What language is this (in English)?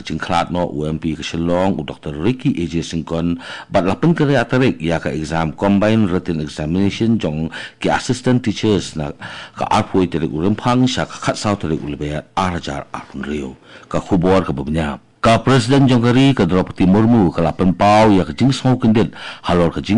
Khasi